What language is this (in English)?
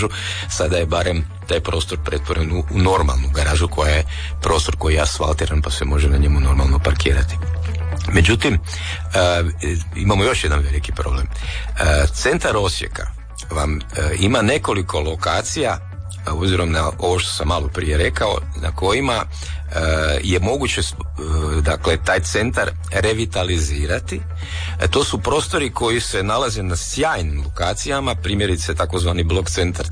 Croatian